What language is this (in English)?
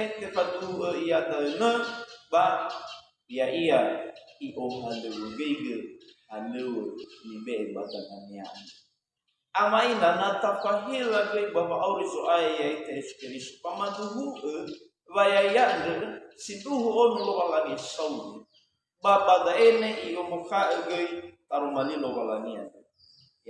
Nias